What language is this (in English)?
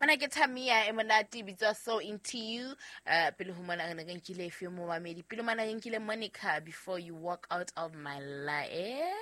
Southern Sotho